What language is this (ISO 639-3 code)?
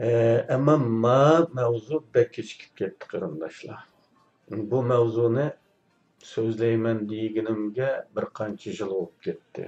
uig